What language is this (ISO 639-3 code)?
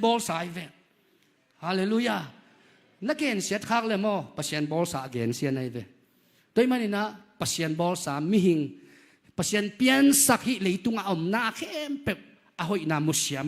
ctd